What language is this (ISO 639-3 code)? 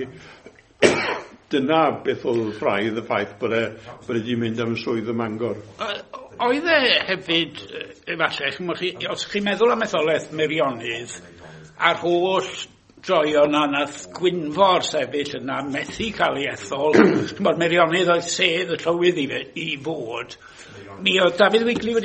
cym